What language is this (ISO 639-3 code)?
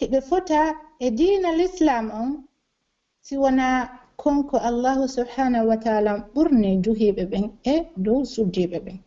fuf